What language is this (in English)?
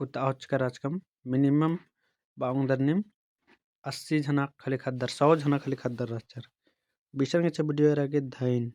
Kurukh